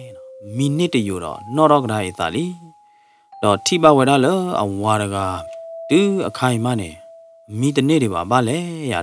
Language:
S'gaw Karen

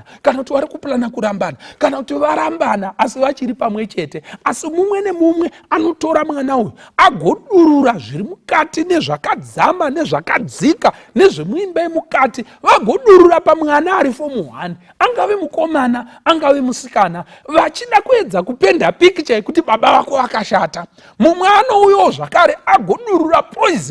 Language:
Shona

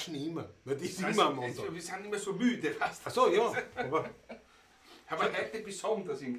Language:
Bavarian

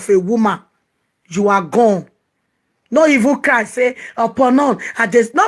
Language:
Nigerian Pidgin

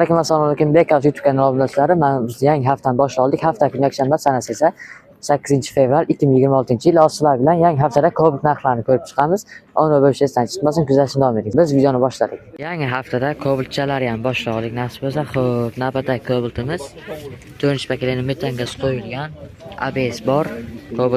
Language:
Uzbek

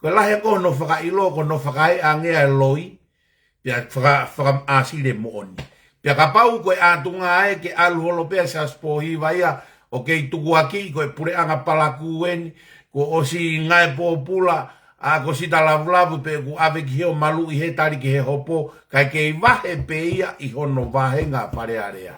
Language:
Tongan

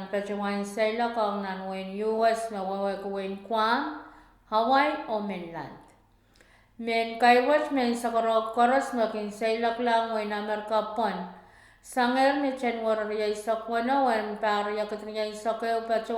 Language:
Pohnpeian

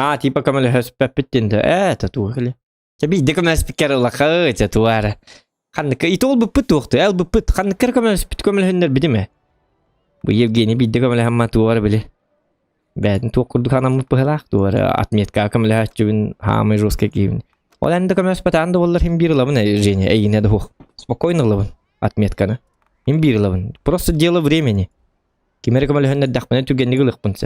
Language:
Yakut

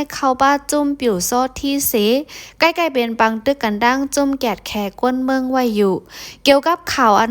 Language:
Shan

